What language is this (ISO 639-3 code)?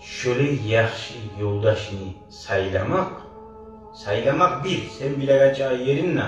kum